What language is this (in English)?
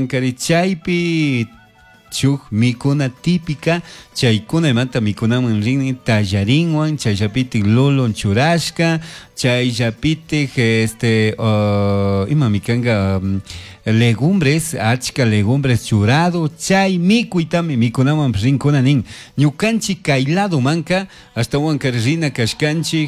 Chimborazo Highland Quichua